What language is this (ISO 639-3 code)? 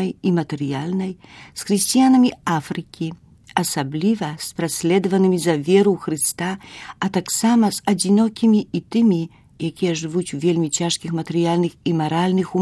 bel